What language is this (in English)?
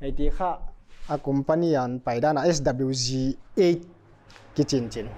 Paite Chin